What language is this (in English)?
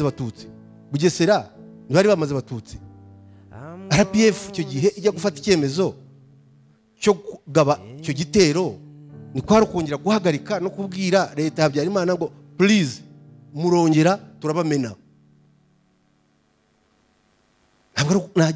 Kinyarwanda